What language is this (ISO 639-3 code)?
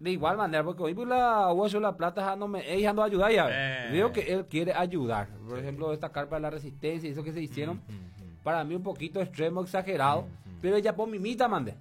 grn